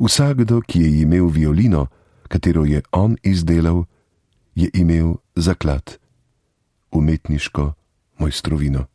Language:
Slovenian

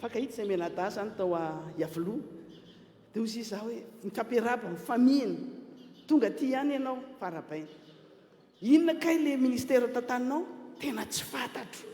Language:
Malagasy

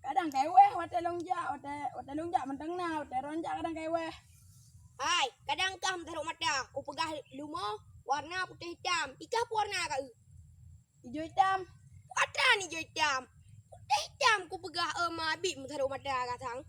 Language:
Achinese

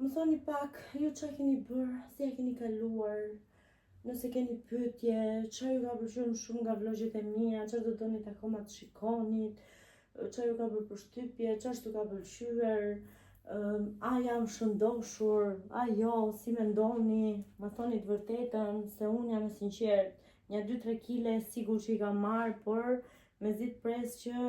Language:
Albanian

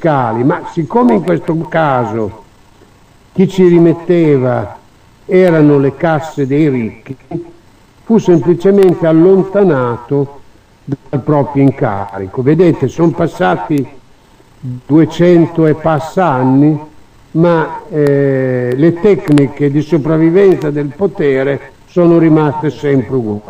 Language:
Italian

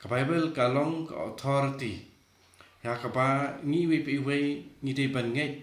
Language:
Khasi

